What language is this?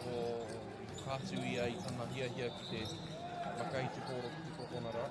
Māori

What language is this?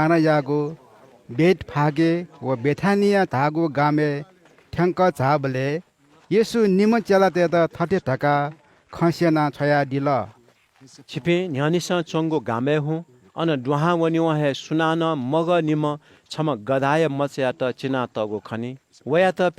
Newari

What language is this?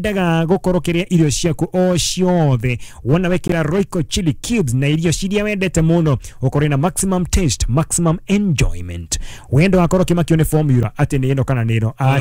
Kikuyu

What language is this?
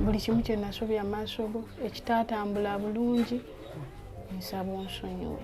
Ganda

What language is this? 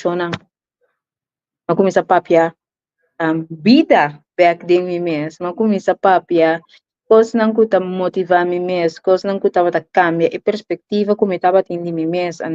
Papiamento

